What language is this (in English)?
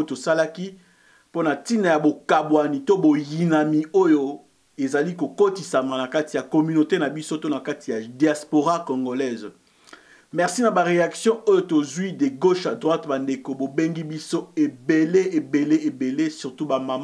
Lingala